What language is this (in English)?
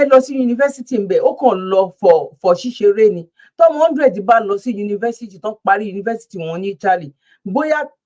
Yoruba